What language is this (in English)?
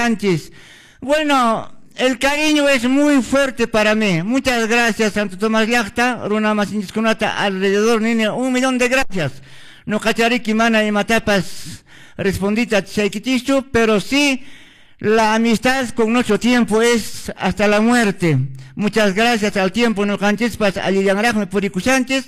Quechua